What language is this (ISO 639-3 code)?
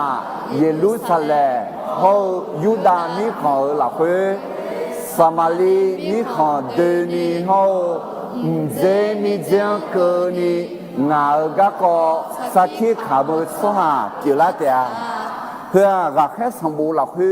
ahk